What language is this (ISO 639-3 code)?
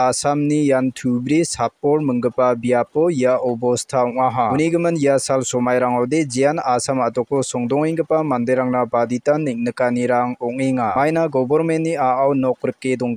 grt